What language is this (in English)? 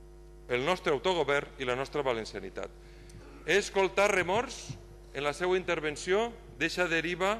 Catalan